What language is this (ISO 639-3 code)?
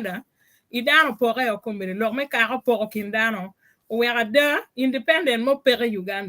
ach